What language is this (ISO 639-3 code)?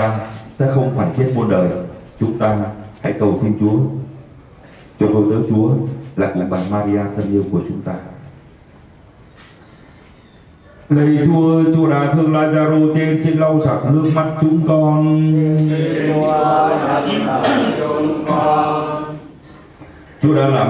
vie